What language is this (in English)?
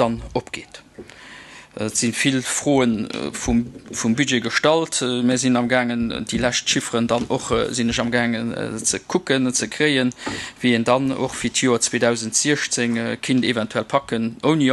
Luxembourgish